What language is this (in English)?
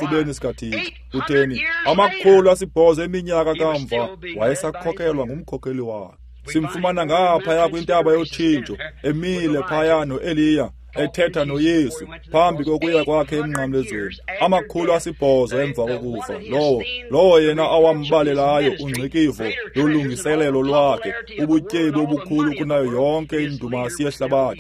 Xhosa